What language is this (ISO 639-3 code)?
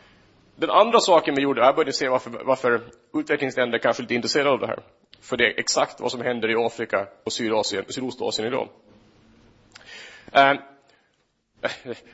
swe